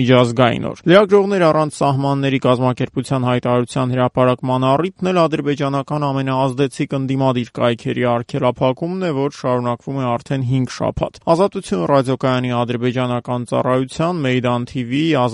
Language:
Armenian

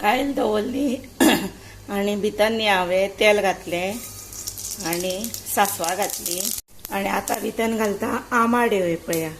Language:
Konkani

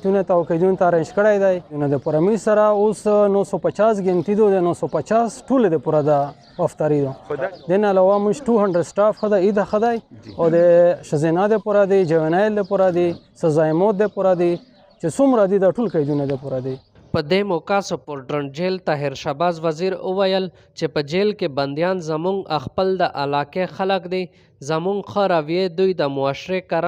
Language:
Pashto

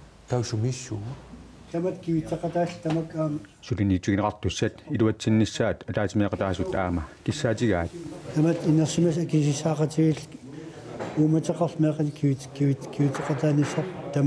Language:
Kalaallisut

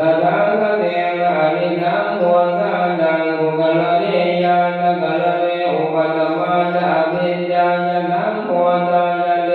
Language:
Pali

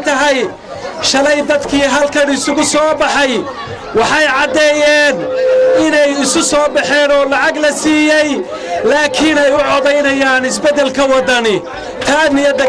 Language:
Somali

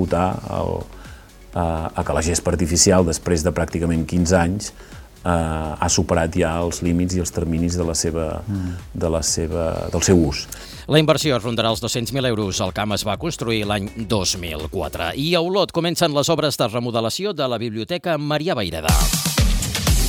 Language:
Catalan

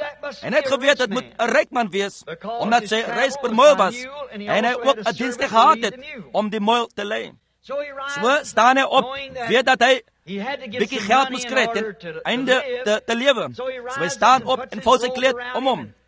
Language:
Afrikaans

